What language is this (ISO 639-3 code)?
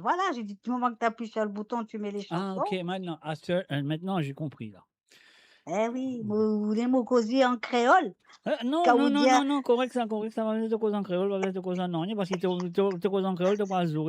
mfe